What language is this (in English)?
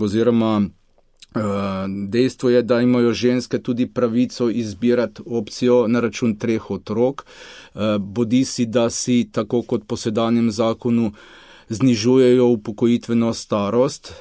Slovenian